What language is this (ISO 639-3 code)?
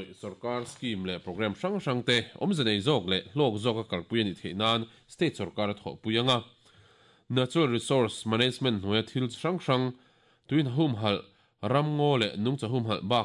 lus